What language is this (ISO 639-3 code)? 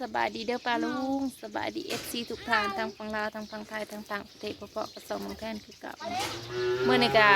tts